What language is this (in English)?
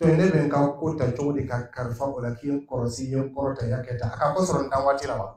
Dyula